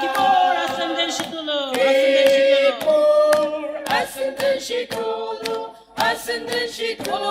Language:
Ao Naga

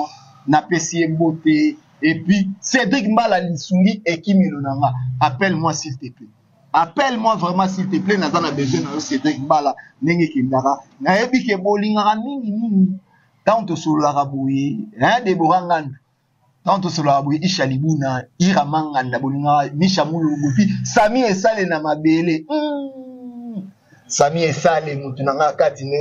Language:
Lingala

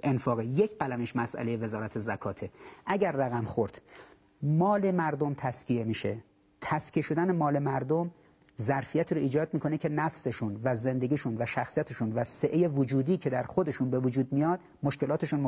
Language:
Persian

